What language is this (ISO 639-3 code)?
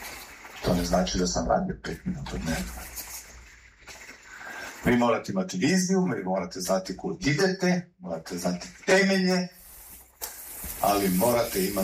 hrv